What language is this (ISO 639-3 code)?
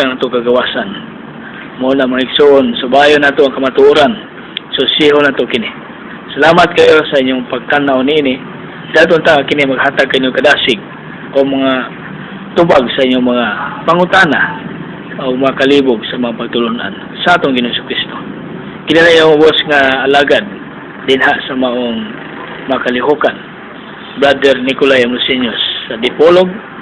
ceb